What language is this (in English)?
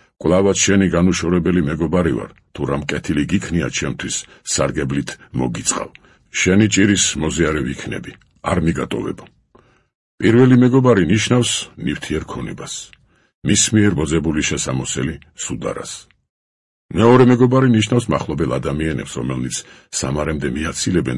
Georgian